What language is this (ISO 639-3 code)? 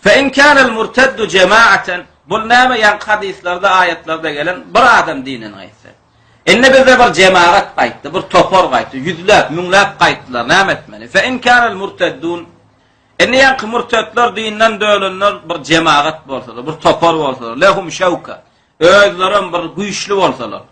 tuk